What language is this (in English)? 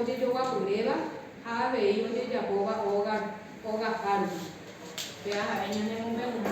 Guarani